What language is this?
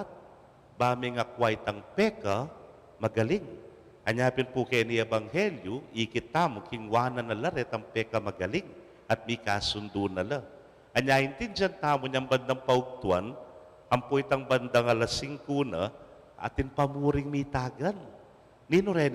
Pampanga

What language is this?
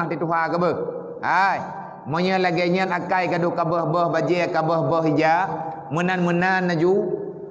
Achinese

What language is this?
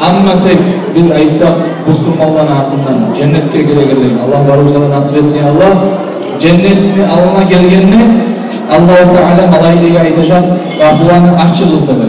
Kumyk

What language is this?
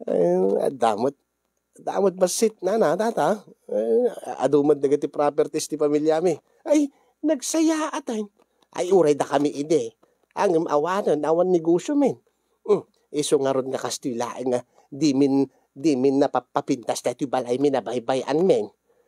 Iloko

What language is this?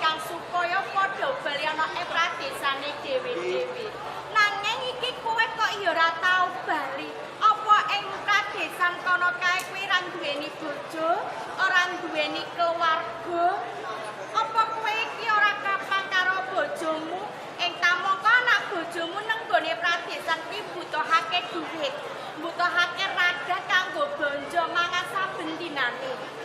Javanese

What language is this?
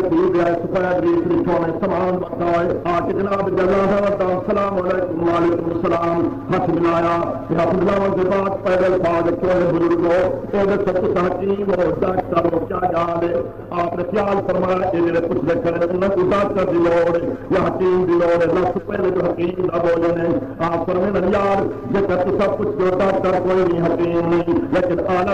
Saraiki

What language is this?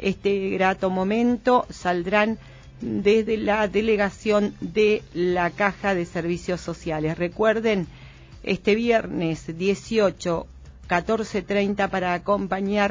Spanish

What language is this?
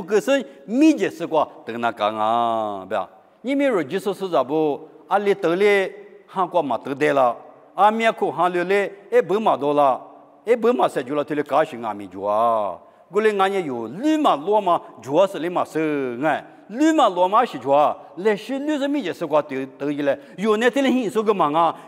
Lisu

